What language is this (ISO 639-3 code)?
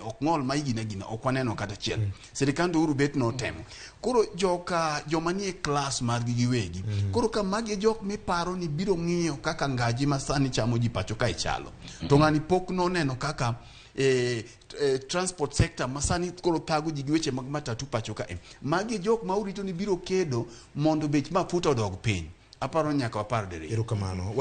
luo